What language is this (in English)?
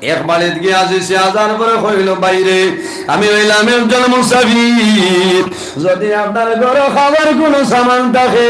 Sylheti